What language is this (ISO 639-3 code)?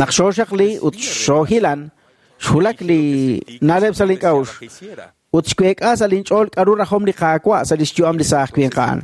kek